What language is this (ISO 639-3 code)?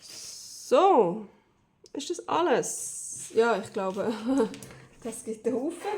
gsw